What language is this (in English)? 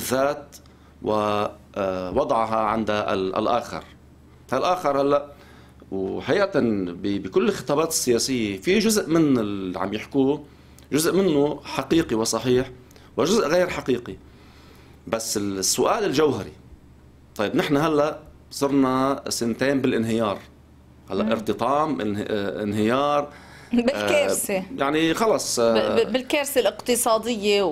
North Levantine Arabic